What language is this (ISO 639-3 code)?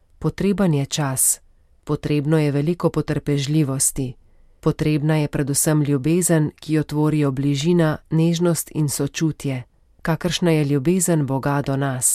slv